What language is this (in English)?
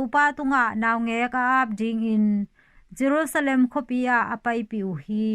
Tedim Chin